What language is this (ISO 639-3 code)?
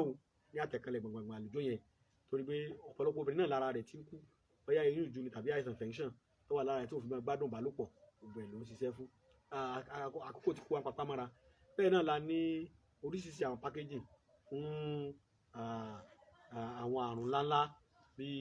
yor